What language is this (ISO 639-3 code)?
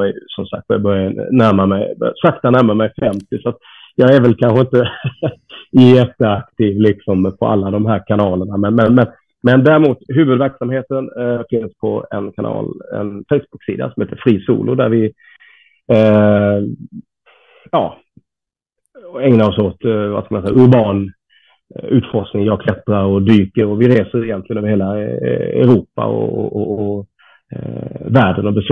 swe